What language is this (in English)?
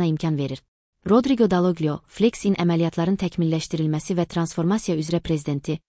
Azerbaijani